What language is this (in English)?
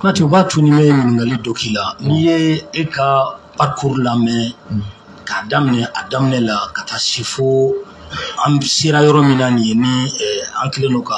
Bambara